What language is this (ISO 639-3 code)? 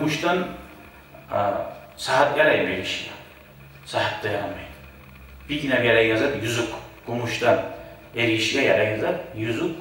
kum